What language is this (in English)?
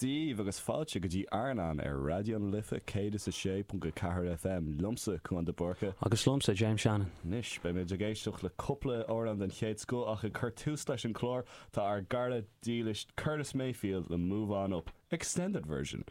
Irish